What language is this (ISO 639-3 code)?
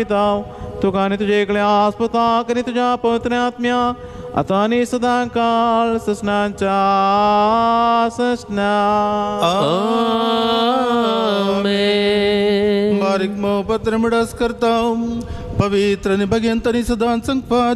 kok